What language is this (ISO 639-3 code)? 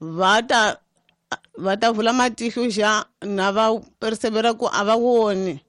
tso